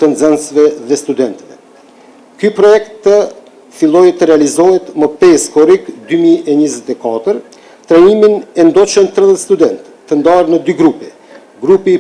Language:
Albanian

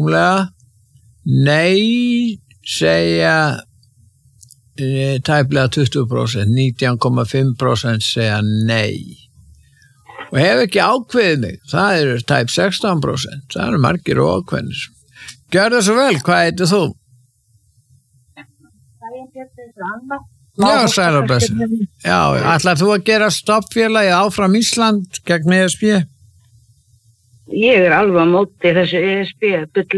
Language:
Icelandic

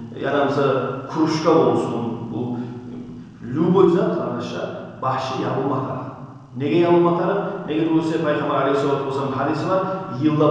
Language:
Kumyk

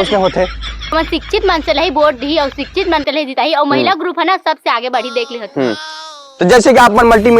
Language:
Chhattisgarhi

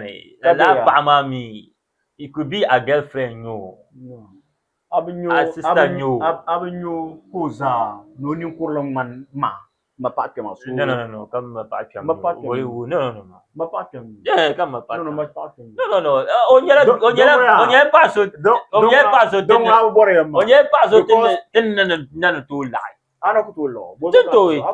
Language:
Dagbani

